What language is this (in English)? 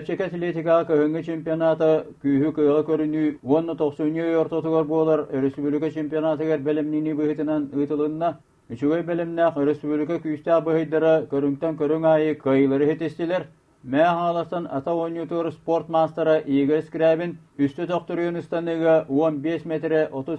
Yakut